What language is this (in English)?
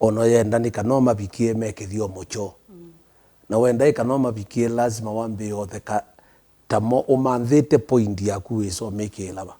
Kamba